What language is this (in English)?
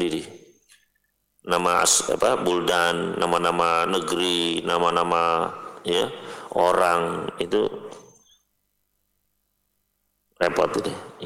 Indonesian